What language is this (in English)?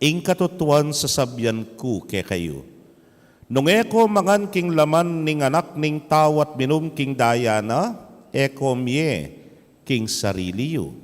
Pampanga